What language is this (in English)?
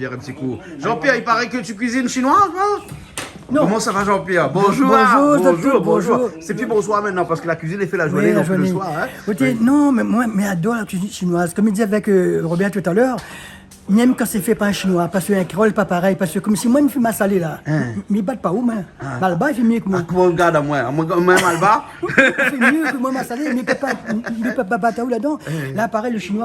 Réunion Creole French